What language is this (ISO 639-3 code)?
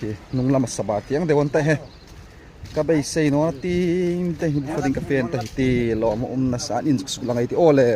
hmr